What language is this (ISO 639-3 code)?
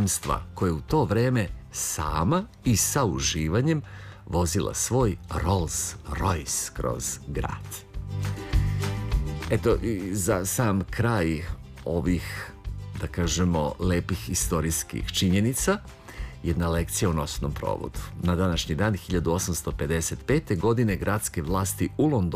srp